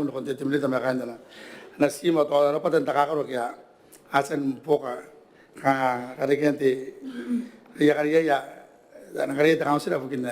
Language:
Gilbertese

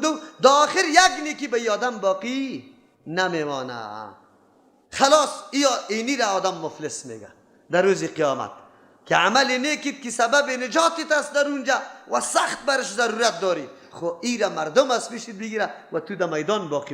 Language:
Persian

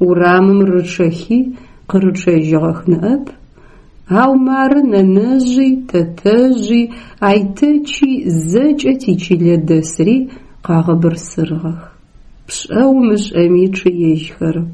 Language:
Adyghe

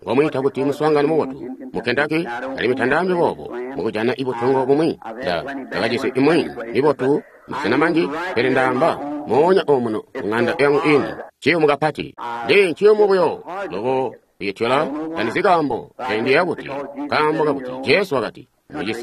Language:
Tonga (Zambia)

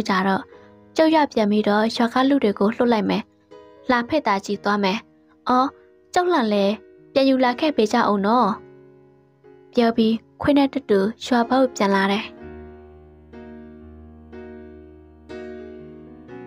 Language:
Burmese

